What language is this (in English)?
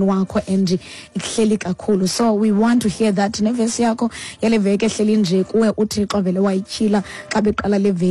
Xhosa